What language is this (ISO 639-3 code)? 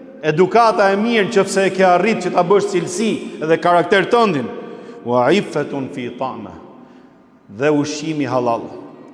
sqi